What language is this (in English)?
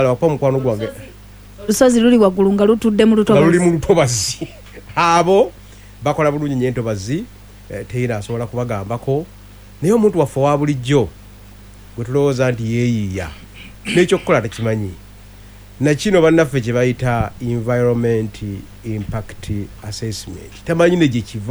Ganda